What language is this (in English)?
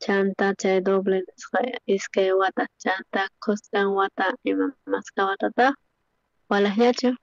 South Bolivian Quechua